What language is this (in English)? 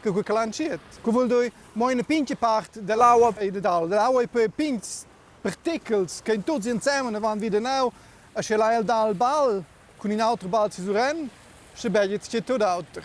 Romansh